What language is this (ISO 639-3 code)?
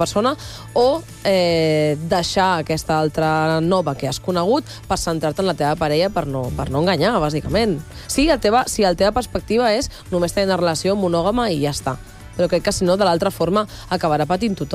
cat